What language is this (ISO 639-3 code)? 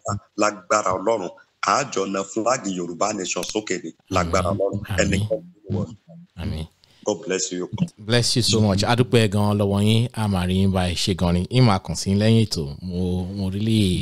yor